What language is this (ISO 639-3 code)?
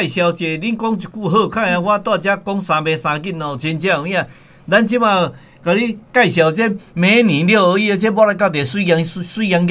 nan